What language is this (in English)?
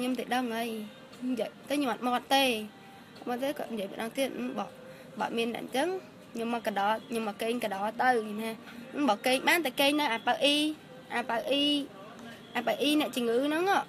Khmer